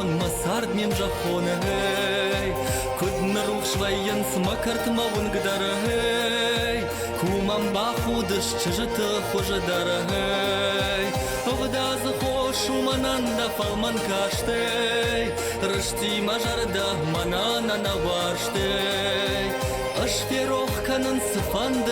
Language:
Ossetic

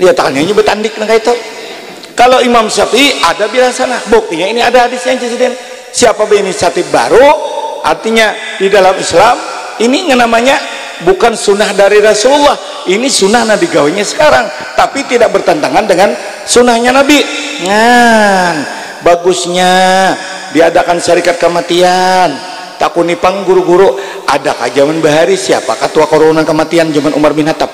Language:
Banjar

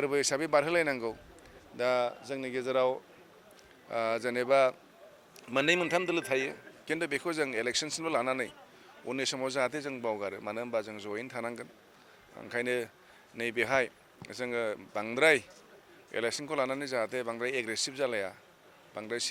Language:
Bodo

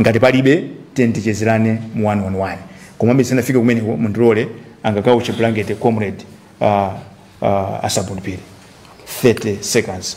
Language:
Nyanja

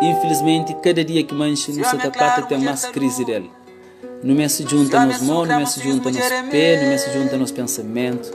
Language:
Kabuverdianu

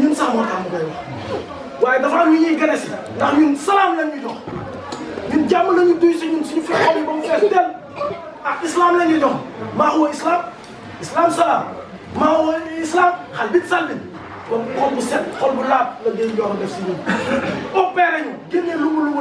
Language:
Wolof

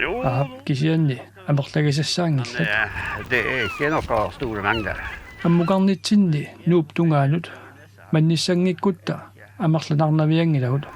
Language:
Kalaallisut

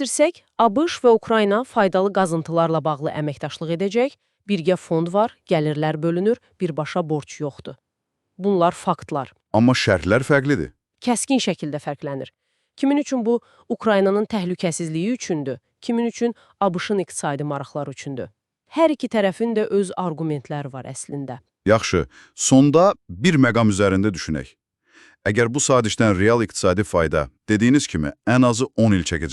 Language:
Azerbaijani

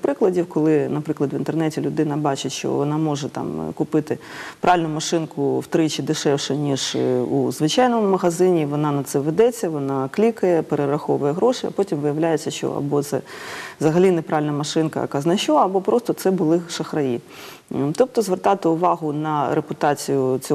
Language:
Ukrainian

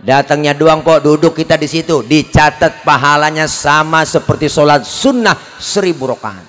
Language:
Betawi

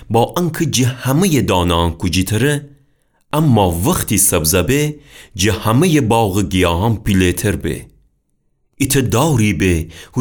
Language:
Gilaki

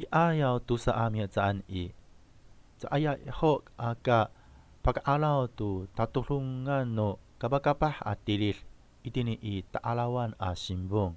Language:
Amis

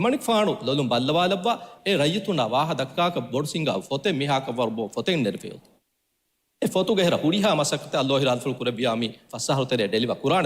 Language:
Divehi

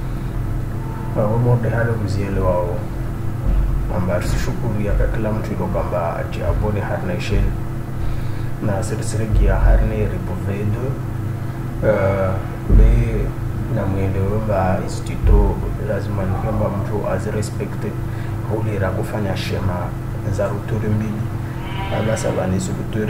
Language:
Swahili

